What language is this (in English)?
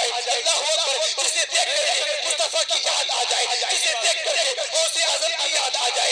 Urdu